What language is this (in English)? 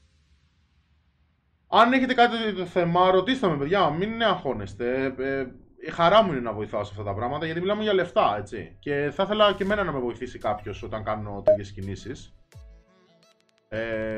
Greek